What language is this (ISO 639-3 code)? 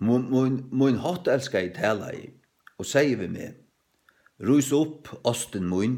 fao